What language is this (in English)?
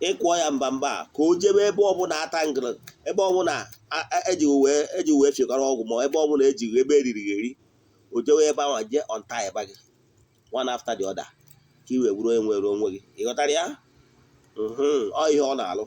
Igbo